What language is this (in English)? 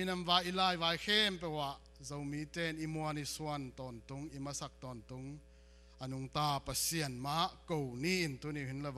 Tedim Chin